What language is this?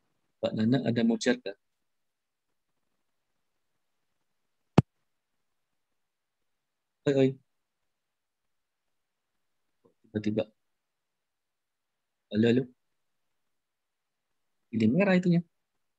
Indonesian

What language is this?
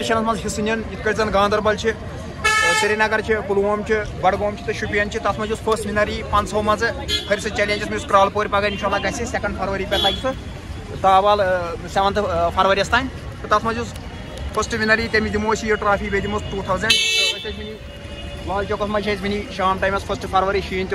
Kashmiri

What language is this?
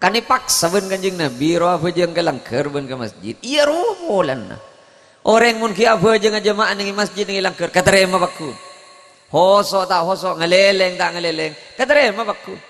Madurese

